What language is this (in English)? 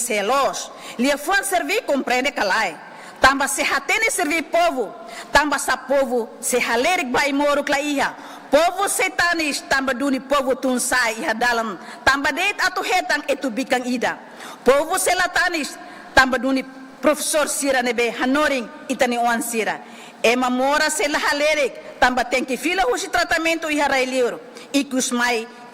Tetum